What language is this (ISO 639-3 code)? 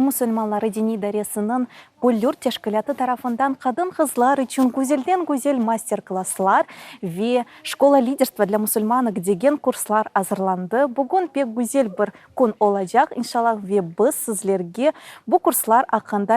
crh